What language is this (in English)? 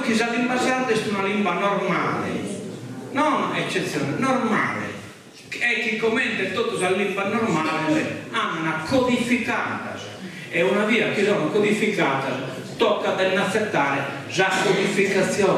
Sardinian